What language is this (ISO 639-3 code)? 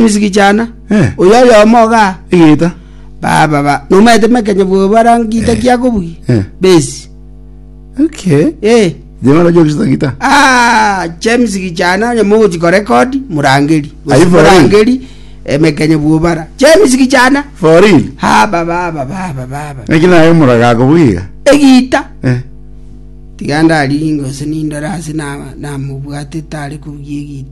guz